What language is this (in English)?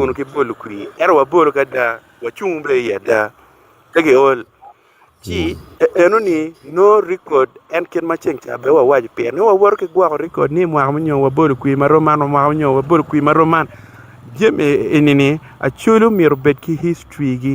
Acoli